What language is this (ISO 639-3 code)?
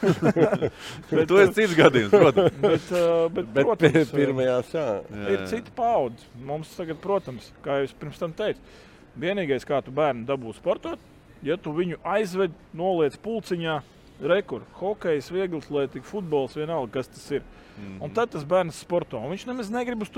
lav